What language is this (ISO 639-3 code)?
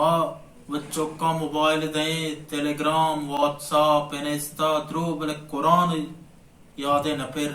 bal